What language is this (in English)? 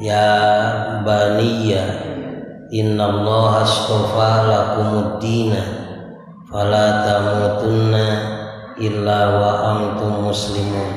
Sundanese